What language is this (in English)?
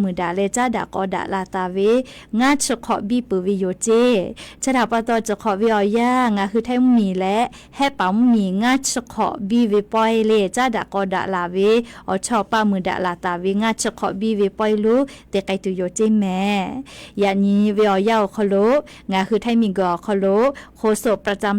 Lahu